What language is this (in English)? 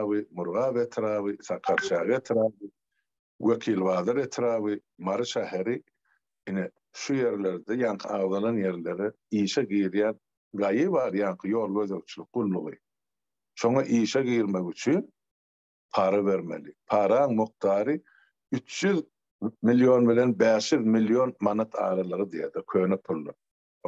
Turkmen